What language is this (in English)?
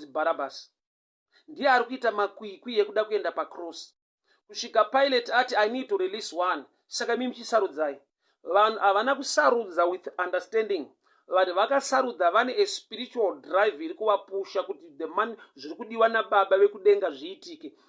Shona